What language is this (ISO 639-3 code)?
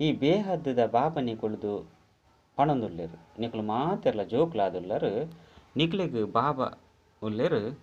tcy